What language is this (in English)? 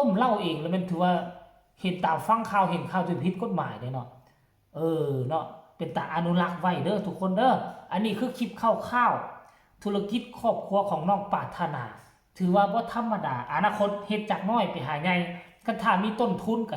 Northeastern Thai